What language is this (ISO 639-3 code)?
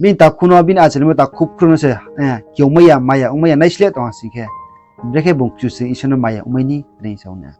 ria